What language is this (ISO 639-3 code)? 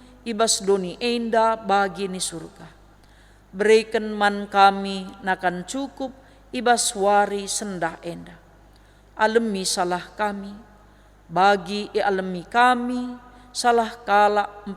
btx